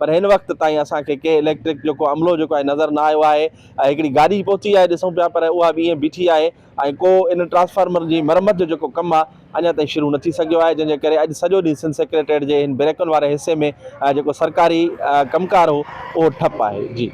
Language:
Sindhi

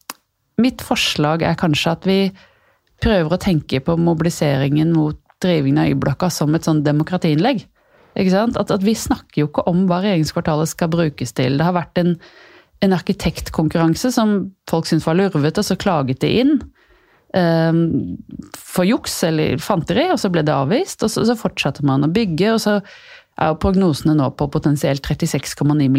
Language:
Norwegian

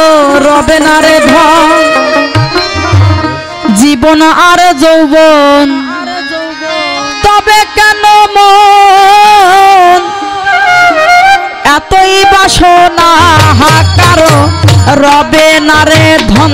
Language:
Bangla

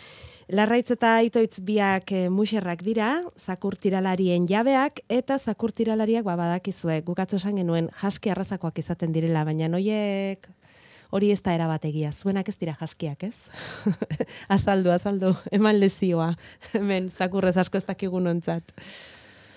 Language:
Basque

